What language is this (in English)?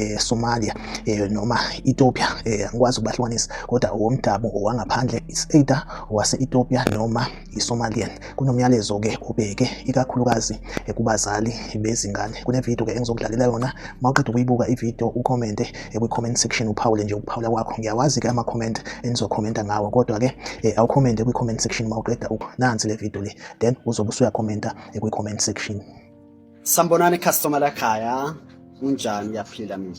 Zulu